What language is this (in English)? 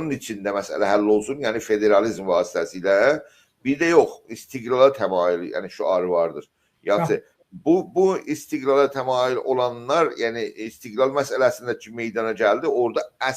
South Azerbaijani